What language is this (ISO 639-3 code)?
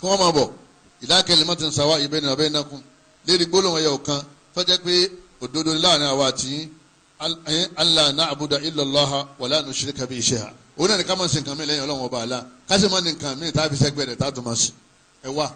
yor